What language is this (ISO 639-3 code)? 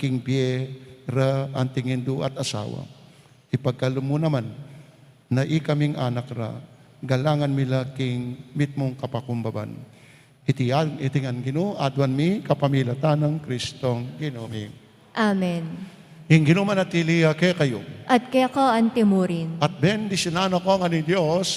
pam